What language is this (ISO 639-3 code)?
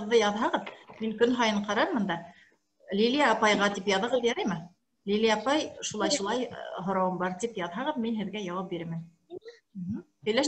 bak